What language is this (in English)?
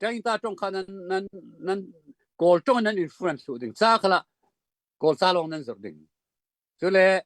Hakha Chin